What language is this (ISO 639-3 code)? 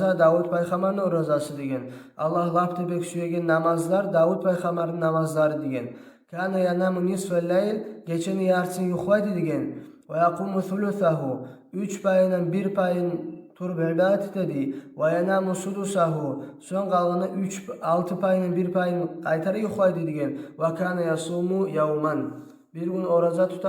kum